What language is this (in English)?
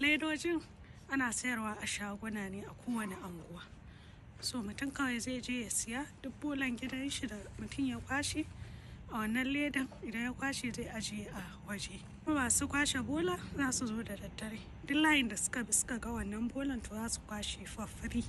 Hausa